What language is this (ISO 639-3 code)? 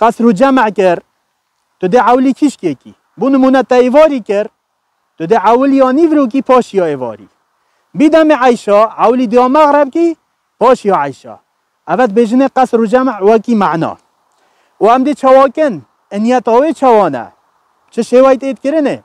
kur